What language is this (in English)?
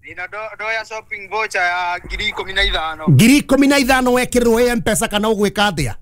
Kikuyu